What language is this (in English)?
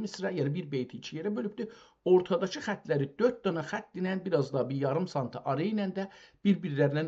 South Azerbaijani